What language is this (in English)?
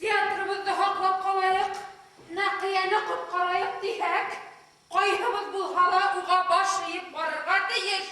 Bashkir